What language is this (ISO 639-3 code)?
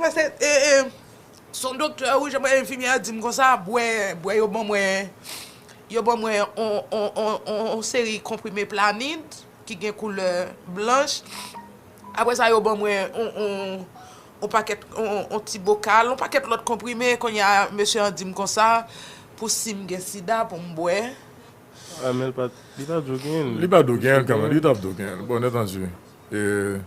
hat